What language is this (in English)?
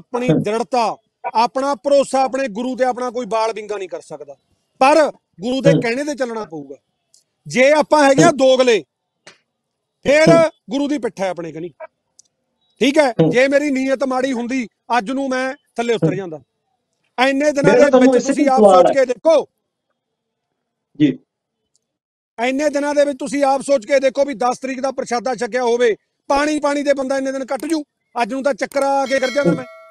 Punjabi